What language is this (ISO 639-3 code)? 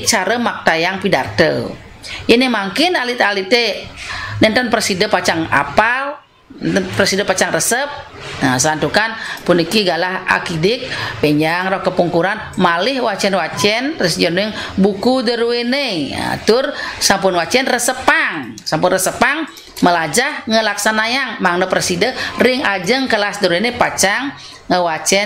ban